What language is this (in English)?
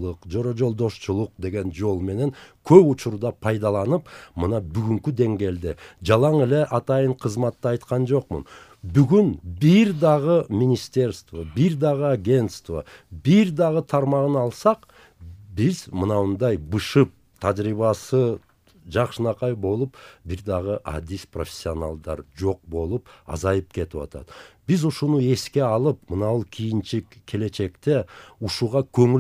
Kyrgyz